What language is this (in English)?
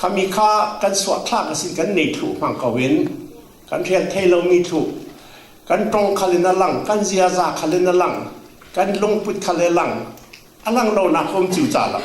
Falam Chin